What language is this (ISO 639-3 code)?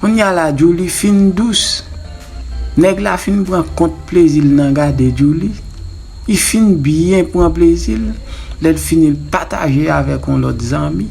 hat